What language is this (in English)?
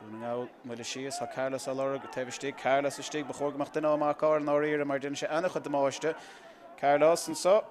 Irish